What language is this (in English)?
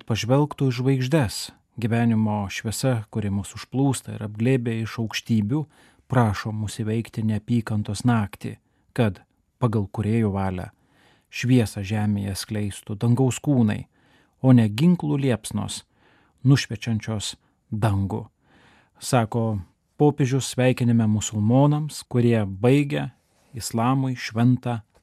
Lithuanian